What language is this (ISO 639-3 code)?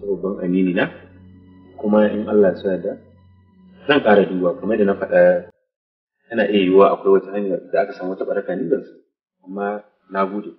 hau